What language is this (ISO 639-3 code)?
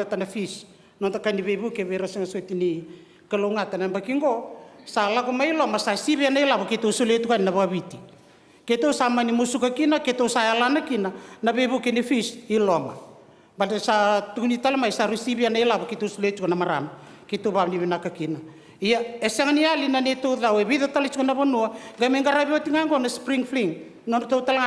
fij